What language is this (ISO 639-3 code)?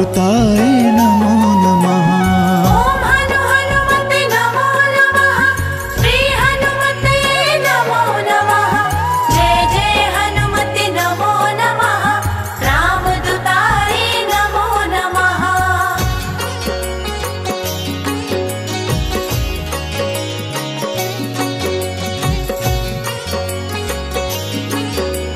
hin